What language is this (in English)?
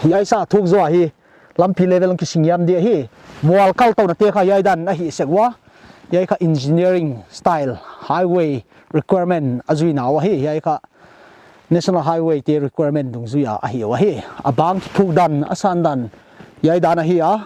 Paite Chin